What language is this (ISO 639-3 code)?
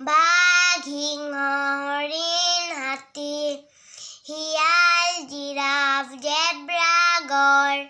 asm